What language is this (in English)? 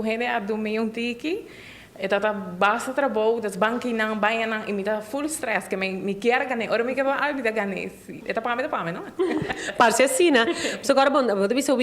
Papiamento